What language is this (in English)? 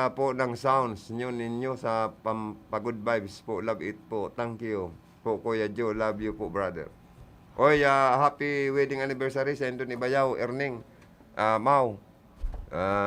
Bikol